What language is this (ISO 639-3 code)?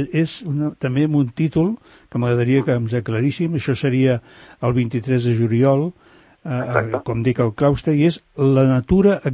cat